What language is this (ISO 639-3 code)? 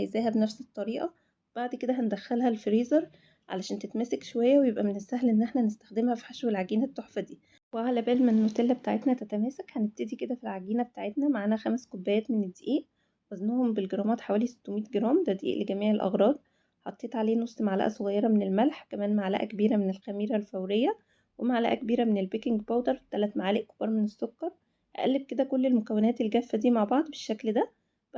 arz